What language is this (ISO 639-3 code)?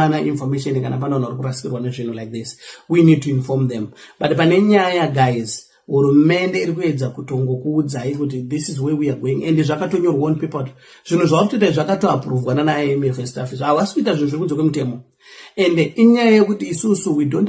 sna